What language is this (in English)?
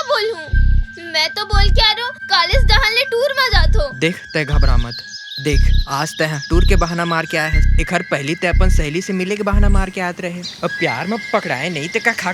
Chhattisgarhi